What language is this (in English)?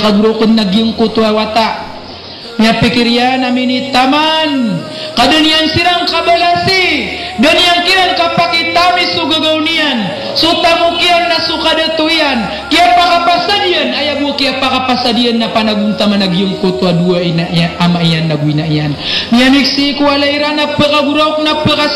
Maranao